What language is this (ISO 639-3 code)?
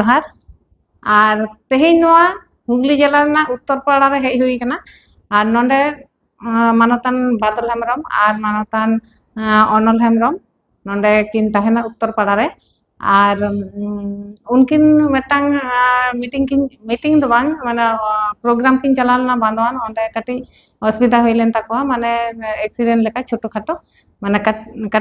sat